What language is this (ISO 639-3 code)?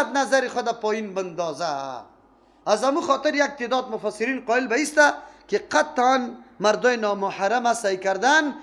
fas